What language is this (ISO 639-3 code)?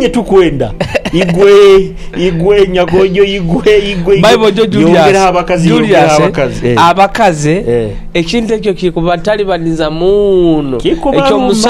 nyo